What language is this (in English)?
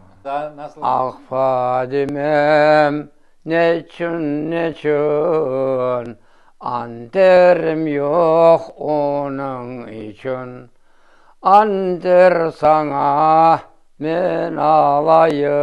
Crimean Tatar